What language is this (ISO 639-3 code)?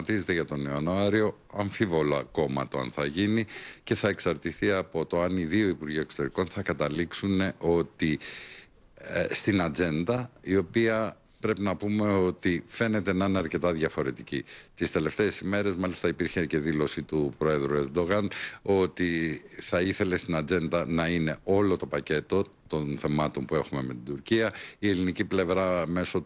ell